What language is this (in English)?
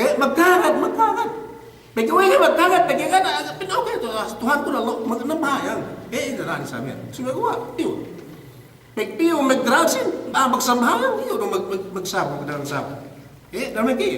Yakan